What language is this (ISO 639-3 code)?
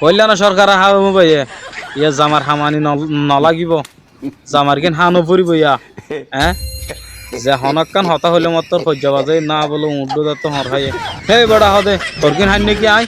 rhg